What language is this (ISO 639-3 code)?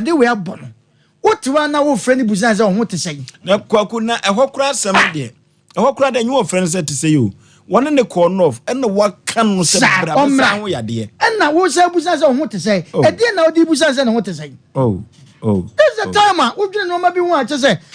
aka